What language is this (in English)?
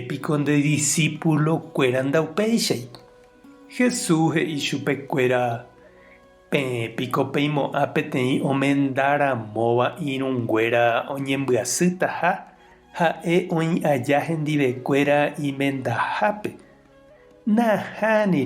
Guarani